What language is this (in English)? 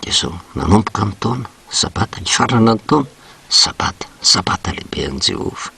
Malagasy